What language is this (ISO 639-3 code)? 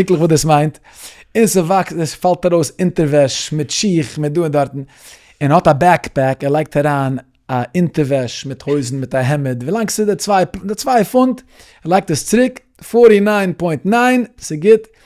yid